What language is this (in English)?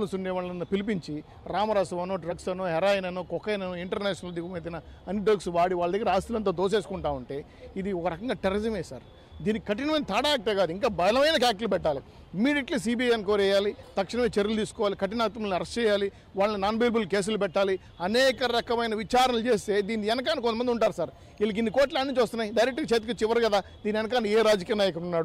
Telugu